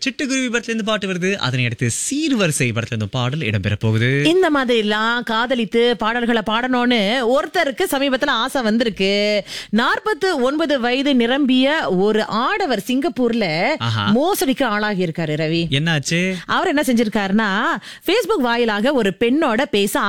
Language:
Tamil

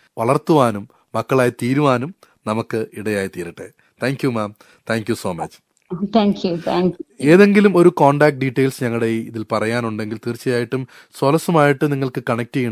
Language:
Malayalam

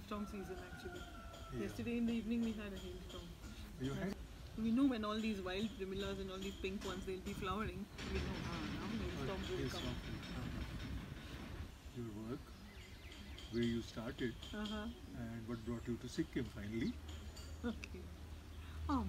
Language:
English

